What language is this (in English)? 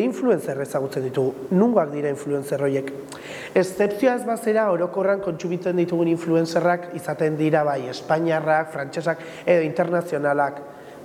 Basque